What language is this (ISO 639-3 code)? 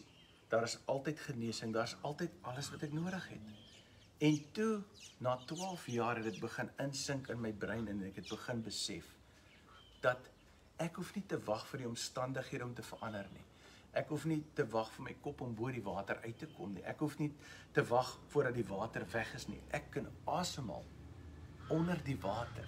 afr